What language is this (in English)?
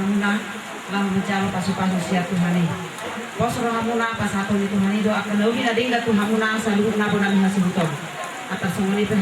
Batak Toba